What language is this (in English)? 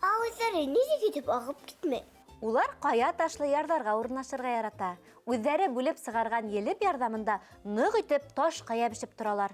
Bashkir